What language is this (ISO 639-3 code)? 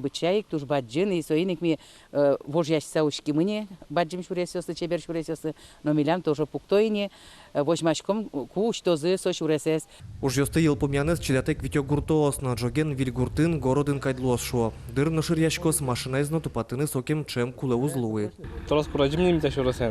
udm